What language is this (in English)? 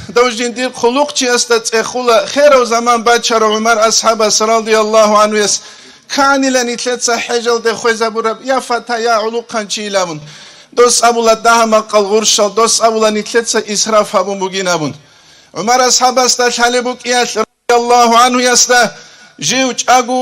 Avaric